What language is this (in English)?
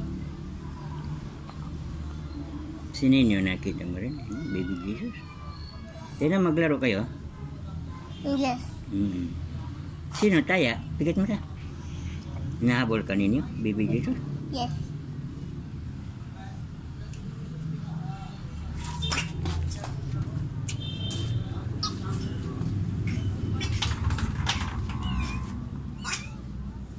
Filipino